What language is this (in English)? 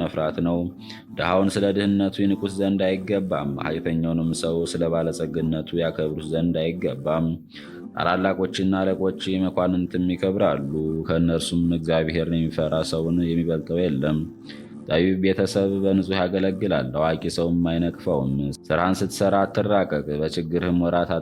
Amharic